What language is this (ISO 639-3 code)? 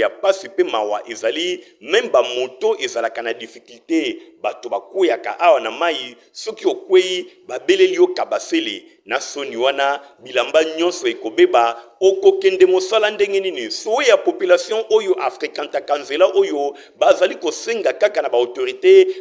lin